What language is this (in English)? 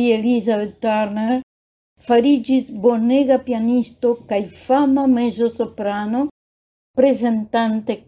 Esperanto